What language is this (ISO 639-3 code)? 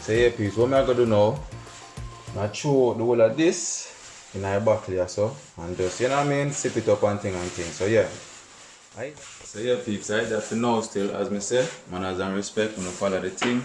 jam